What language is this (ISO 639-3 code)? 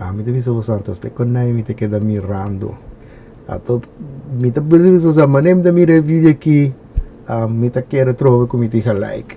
pap